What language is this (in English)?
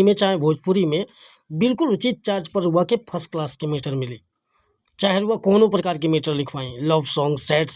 Bhojpuri